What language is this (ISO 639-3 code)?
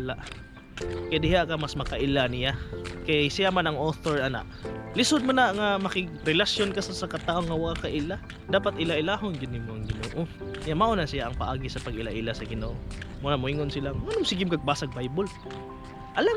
ceb